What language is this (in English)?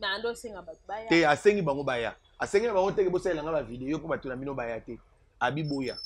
Lingala